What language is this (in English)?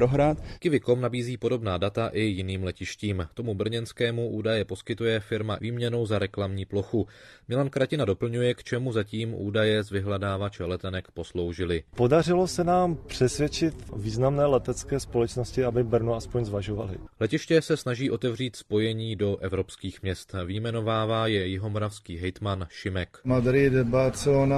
Czech